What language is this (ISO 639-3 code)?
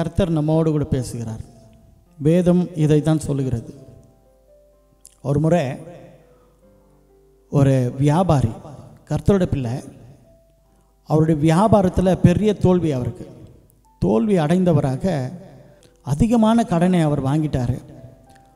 tam